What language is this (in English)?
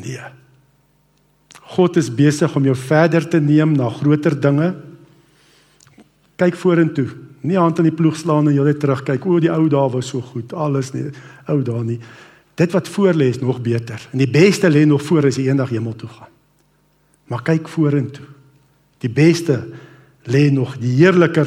Afrikaans